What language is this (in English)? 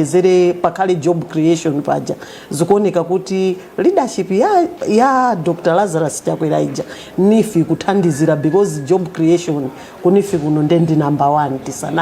Nyanja